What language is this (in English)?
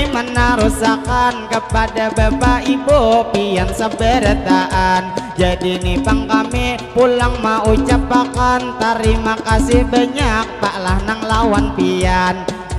Banjar